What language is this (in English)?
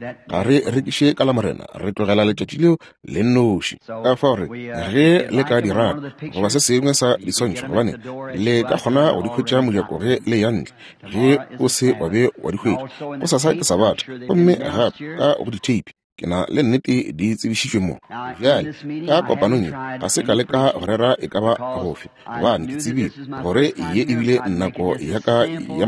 Northern Sotho